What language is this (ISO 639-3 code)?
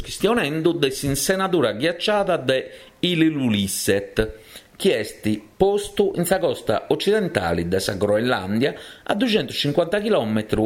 srd